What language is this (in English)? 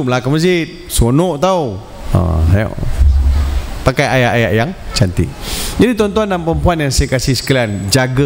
Malay